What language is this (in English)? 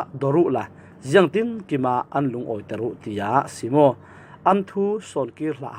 Falam Chin